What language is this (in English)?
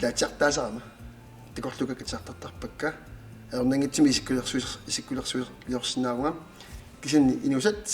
Kalaallisut